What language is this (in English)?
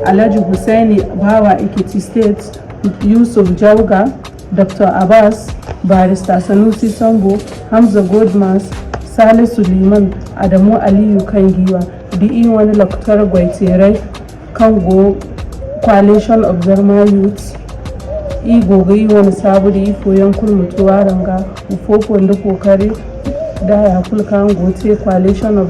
Zarma